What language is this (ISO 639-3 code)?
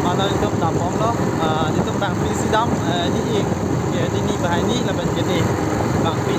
mjw